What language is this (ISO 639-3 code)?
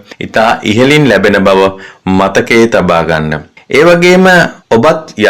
sin